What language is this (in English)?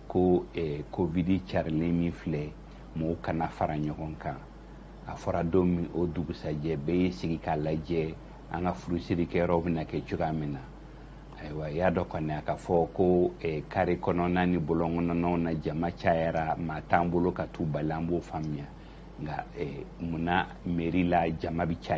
Bambara